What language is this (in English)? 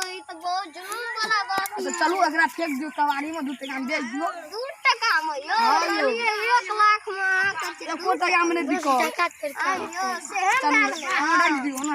Maithili